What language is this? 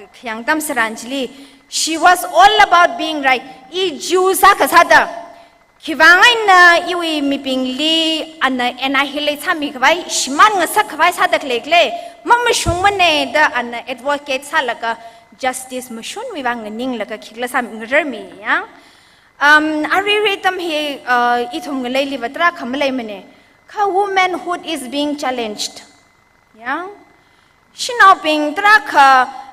Tangkhul Naga (India)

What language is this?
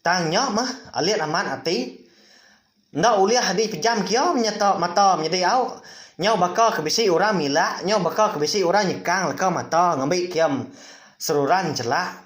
Iban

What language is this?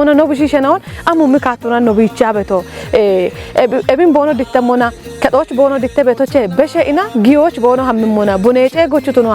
Kafa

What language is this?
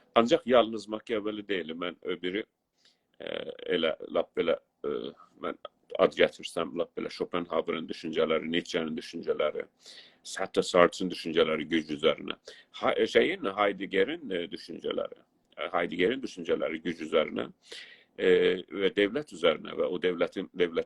South Azerbaijani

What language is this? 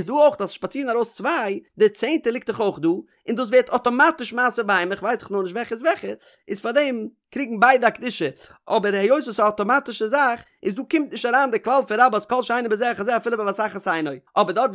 Yiddish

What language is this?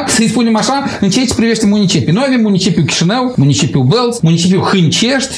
Romanian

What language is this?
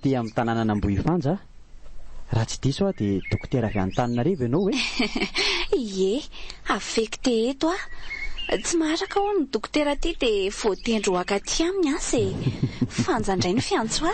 Malagasy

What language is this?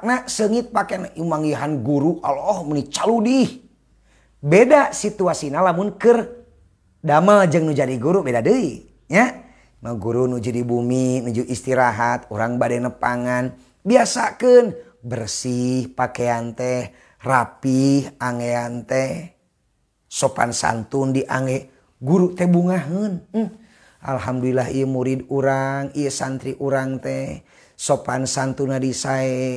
Sundanese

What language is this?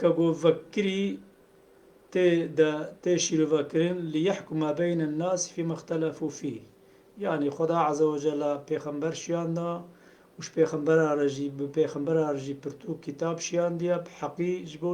Kurdish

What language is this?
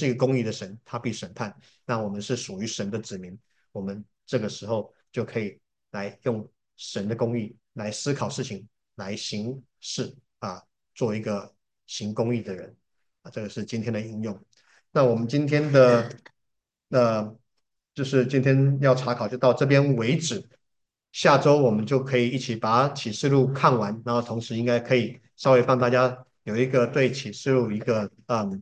Chinese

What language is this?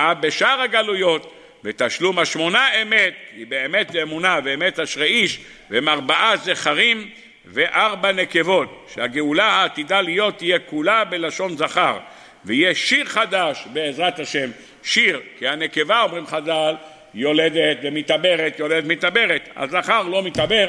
Hebrew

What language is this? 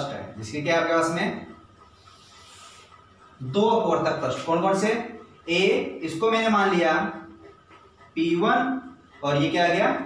Hindi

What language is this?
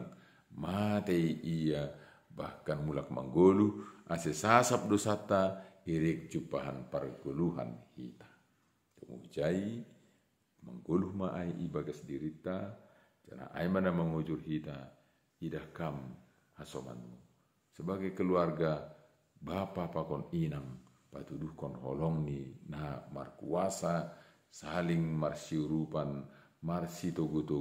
Batak Simalungun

